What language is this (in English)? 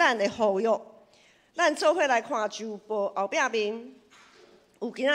Min Nan Chinese